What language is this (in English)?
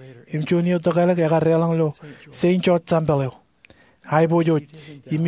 Marshallese